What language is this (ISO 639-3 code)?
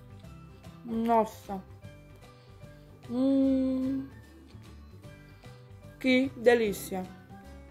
por